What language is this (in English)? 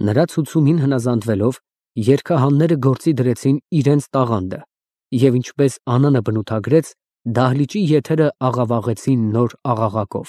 Armenian